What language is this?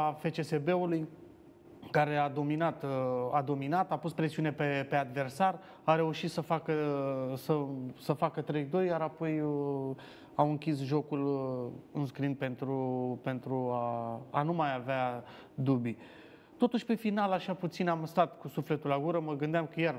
Romanian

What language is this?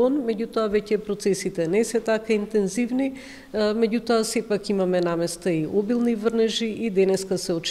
Macedonian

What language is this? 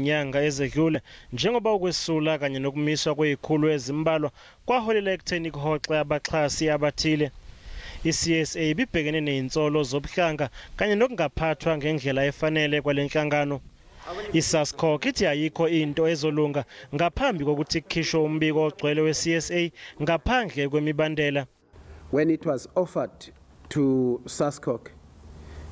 Zulu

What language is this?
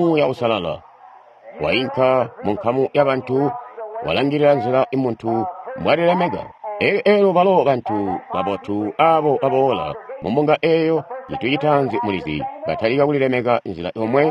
Tonga (Zambia)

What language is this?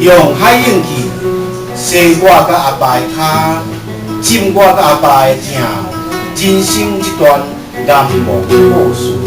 Min Nan Chinese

